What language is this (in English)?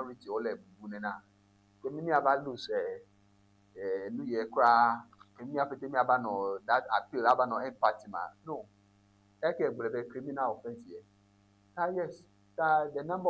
Ewe